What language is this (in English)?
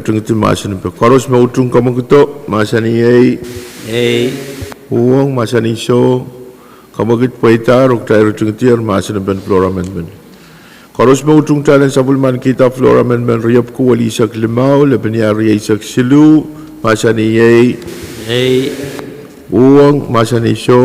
Pohnpeian